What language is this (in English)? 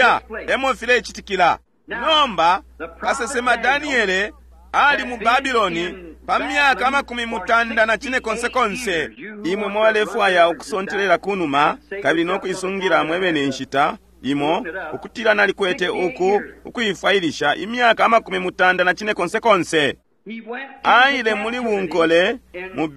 Bemba